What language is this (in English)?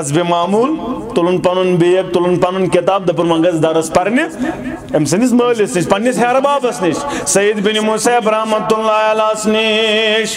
Kashmiri